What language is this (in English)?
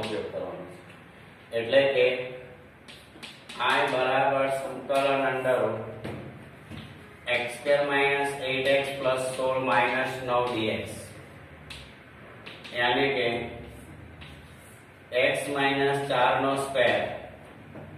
Gujarati